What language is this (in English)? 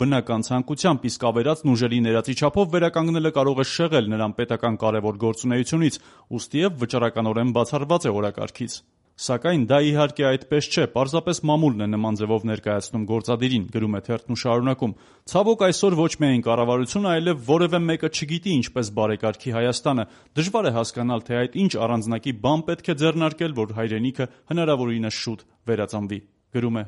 Armenian